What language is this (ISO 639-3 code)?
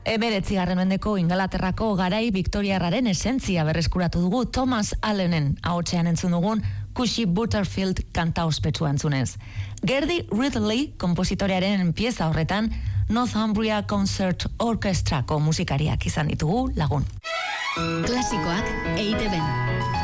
eus